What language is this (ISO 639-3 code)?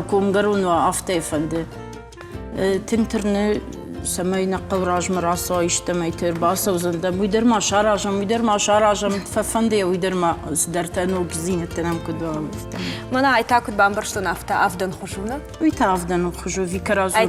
oss